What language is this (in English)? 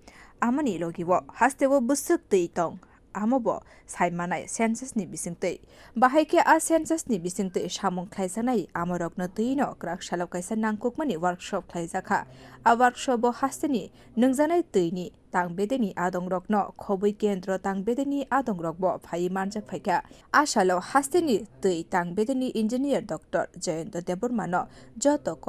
Kok Borok